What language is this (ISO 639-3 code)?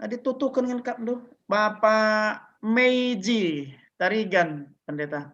btx